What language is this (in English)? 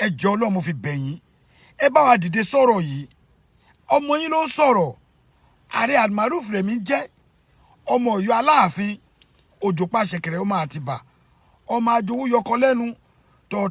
Yoruba